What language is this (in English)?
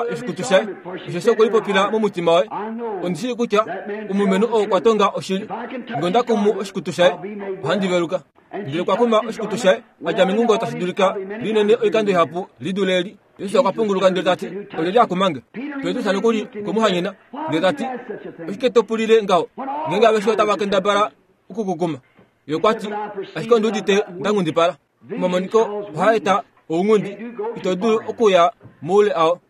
Kuanyama